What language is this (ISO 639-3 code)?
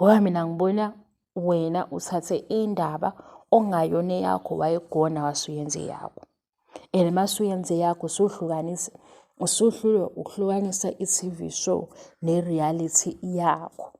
zul